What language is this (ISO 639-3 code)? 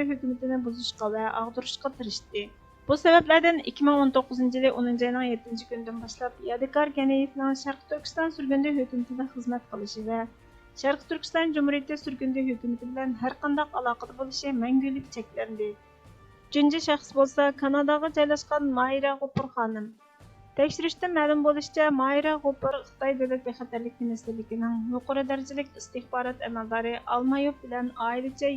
uig